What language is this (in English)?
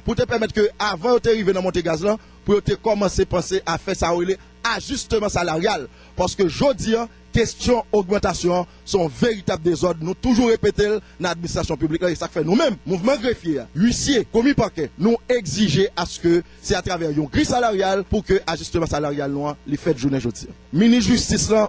Haitian Creole